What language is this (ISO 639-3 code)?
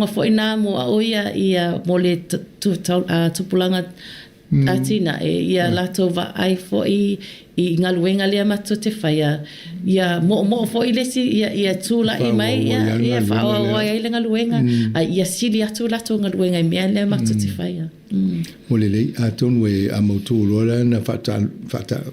smo